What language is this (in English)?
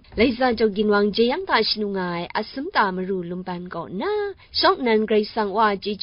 Kachin